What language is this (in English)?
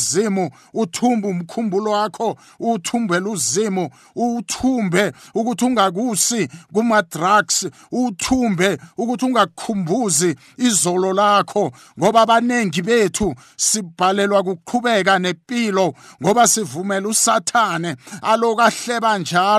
South Ndebele